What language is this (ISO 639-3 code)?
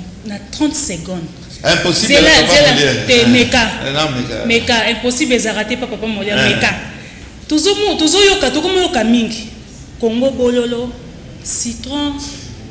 lin